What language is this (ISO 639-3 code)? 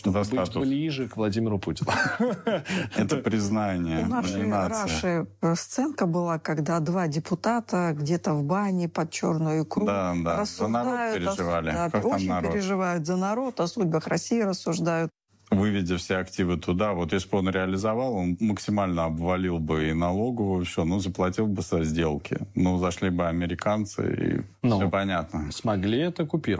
rus